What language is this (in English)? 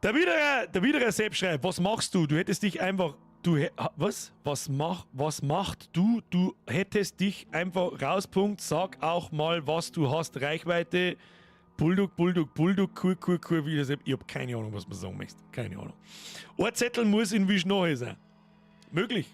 Bavarian